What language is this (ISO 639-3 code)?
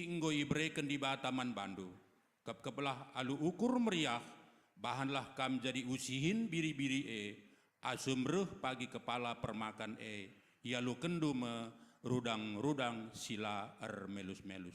btx